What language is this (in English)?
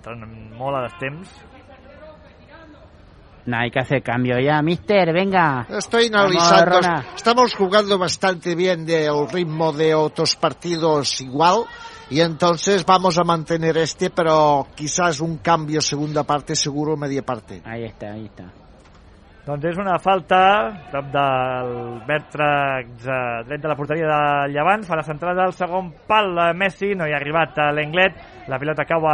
Catalan